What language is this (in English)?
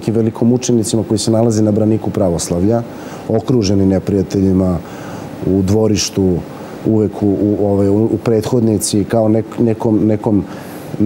Serbian